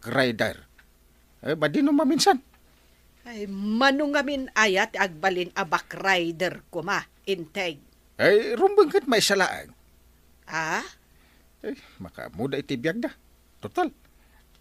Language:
Iloko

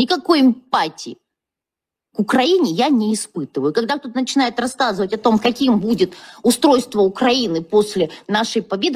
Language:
Russian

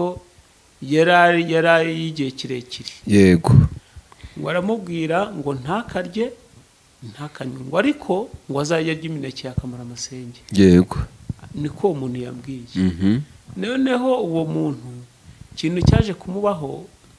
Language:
Kinyarwanda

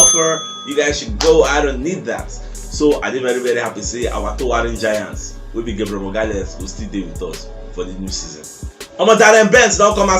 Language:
Nigerian Pidgin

